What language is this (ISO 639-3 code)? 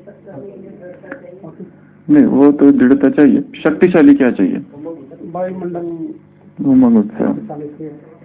hin